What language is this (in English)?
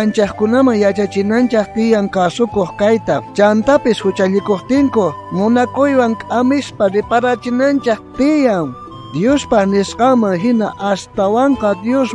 South Bolivian Quechua